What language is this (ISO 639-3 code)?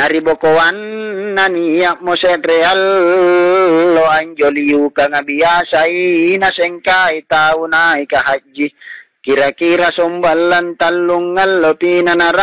mak